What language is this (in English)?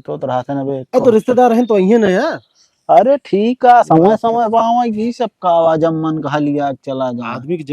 Awadhi